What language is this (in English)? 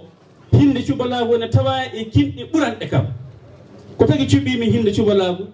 Fula